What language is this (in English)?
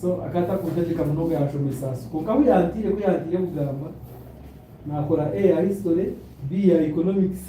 Nyankole